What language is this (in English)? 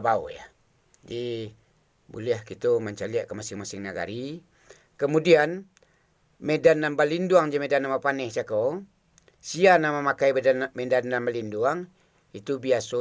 Minangkabau